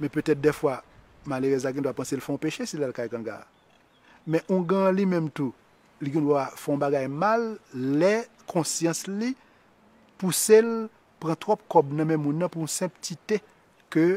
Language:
Haitian Creole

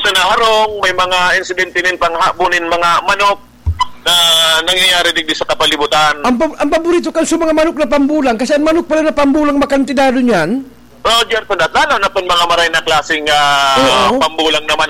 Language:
Bikol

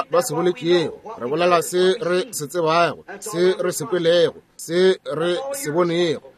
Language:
Northern Sotho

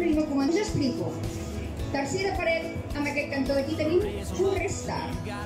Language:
Catalan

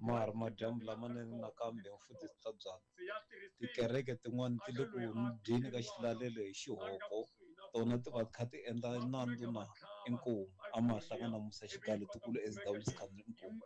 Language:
Tsonga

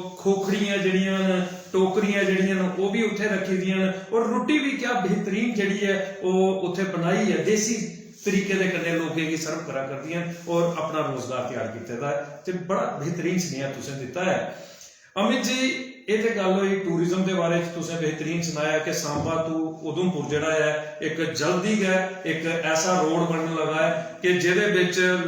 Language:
Dogri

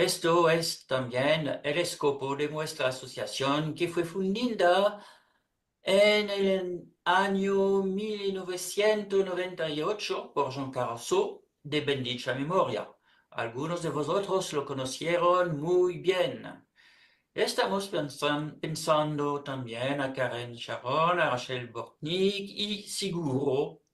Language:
Ladino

